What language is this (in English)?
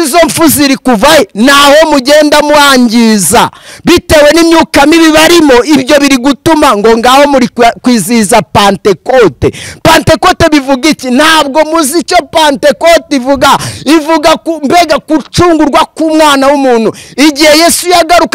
Kinyarwanda